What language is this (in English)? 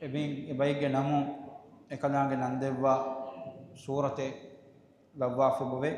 Divehi